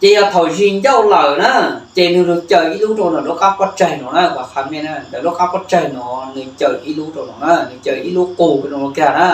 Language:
Hmong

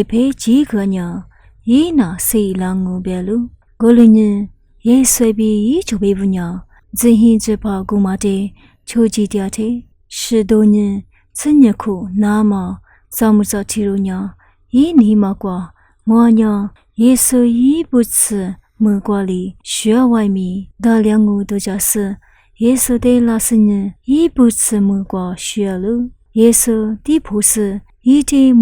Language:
Lisu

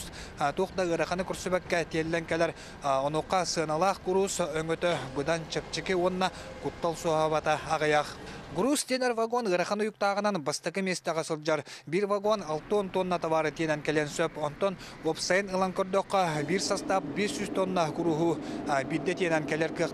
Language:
Yakut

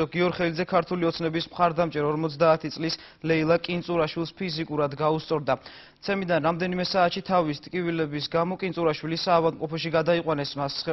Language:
Georgian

